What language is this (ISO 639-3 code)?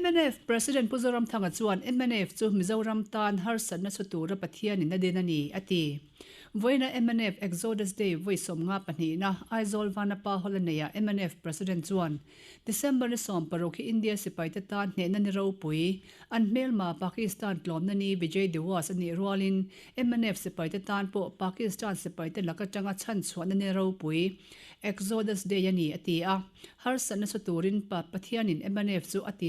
lus